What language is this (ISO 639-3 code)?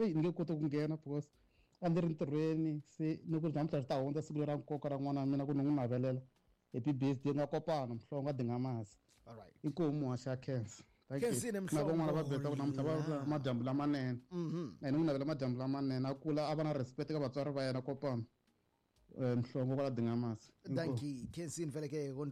tso